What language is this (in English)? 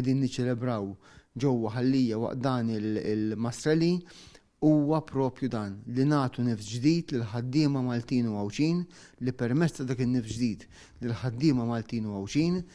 Maltese